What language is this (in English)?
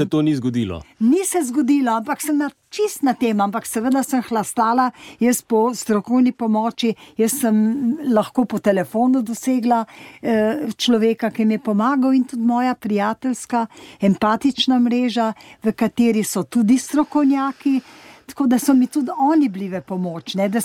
Slovenian